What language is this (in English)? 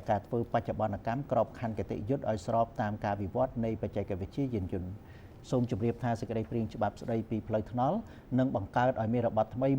Khmer